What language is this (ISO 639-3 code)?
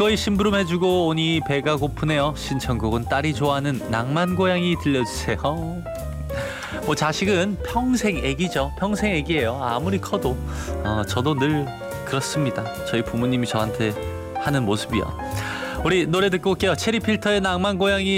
kor